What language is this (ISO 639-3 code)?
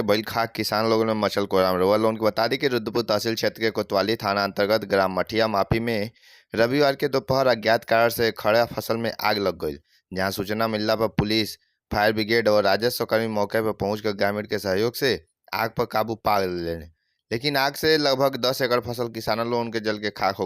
bho